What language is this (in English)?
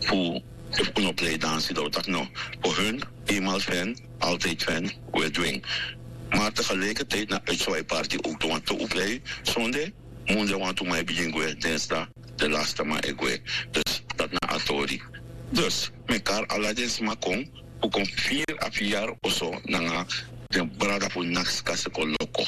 Sranan Tongo